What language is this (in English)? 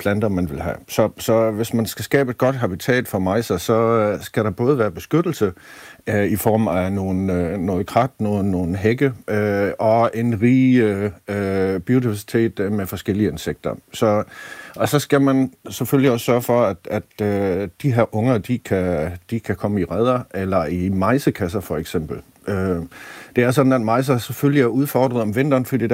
Danish